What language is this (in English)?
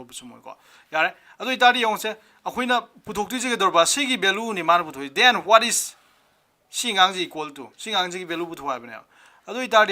Manipuri